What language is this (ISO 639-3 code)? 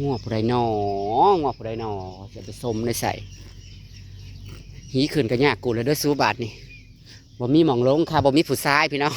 tts